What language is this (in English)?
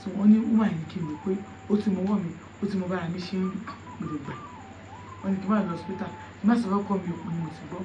Yoruba